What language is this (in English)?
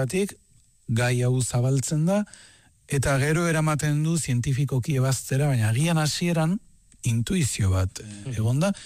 Basque